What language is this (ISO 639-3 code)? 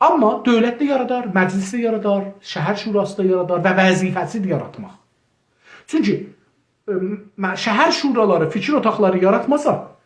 azb